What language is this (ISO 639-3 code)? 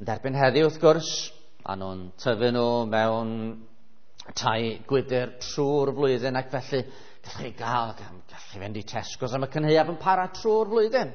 cym